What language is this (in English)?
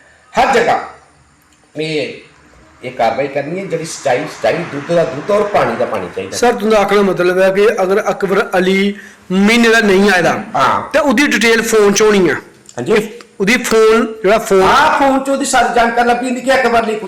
Dogri